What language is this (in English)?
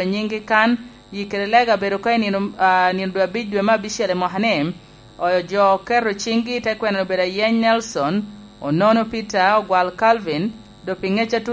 Lango (Uganda)